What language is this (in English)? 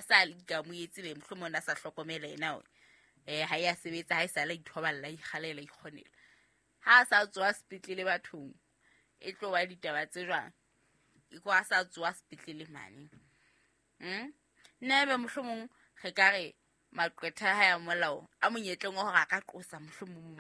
Southern Sotho